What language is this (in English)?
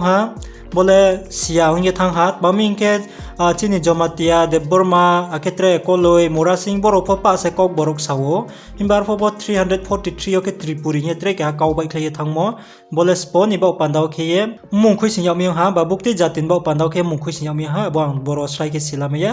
Riang (India)